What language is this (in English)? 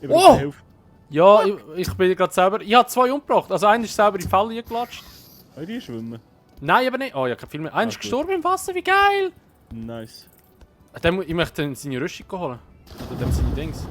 Swiss German